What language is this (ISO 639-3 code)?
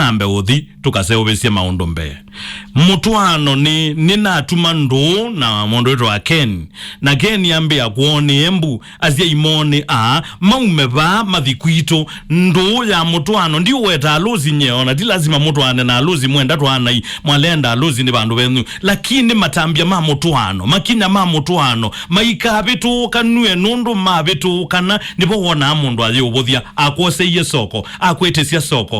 kam